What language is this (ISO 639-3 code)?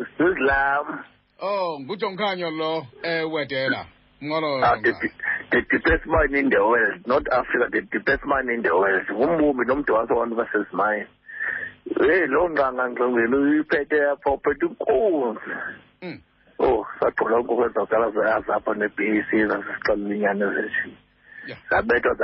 xho